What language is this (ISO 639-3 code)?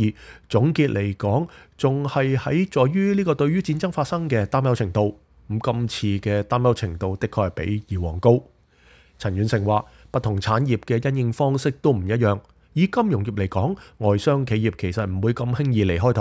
yue